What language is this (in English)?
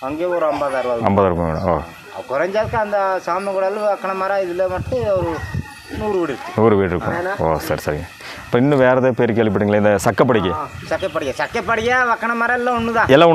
Tamil